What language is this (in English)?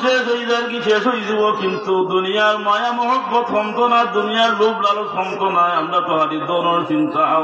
Sylheti